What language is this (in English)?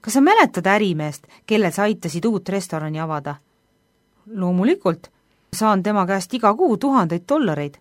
Estonian